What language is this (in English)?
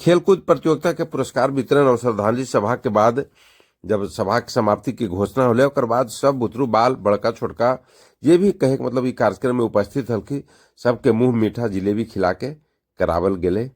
Magahi